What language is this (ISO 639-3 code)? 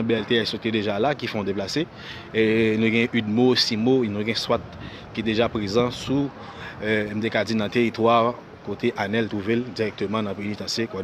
hat